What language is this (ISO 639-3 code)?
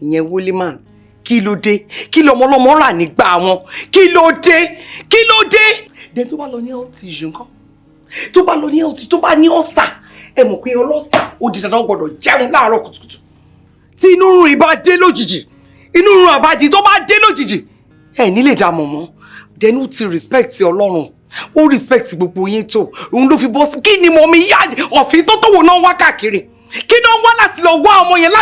yor